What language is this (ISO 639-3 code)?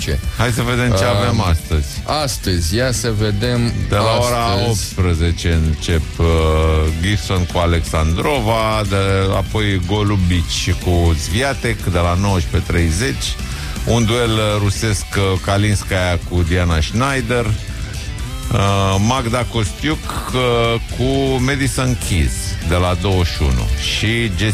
ron